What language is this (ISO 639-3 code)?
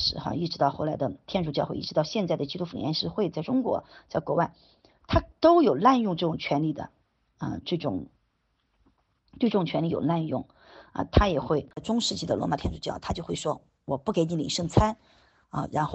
zho